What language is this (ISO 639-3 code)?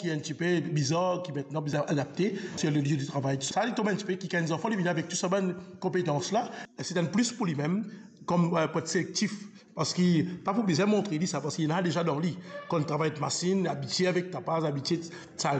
mfe